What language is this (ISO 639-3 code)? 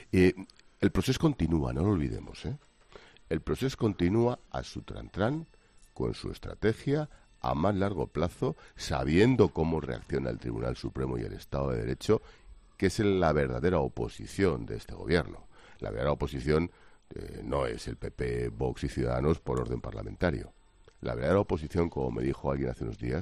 spa